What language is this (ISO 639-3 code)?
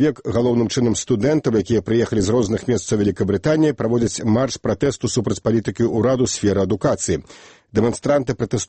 bel